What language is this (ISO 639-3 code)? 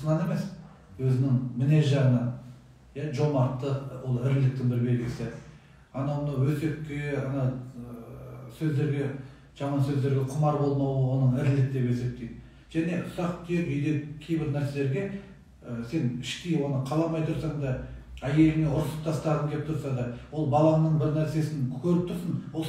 kaz